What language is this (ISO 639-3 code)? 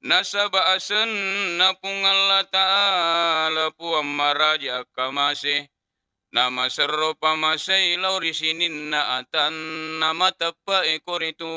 bug